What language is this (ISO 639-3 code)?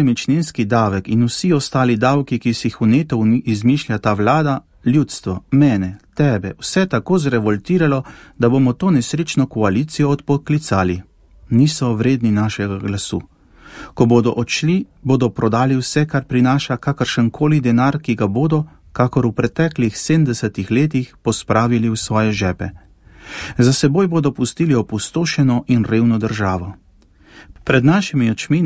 slv